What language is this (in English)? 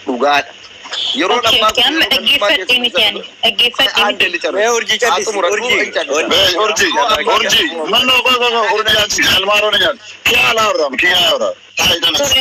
Oromo